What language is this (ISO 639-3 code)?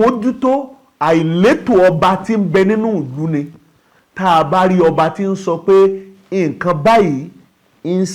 yor